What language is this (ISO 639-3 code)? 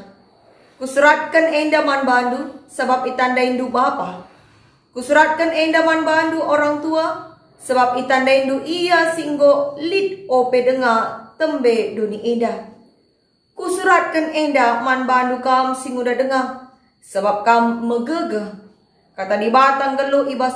btx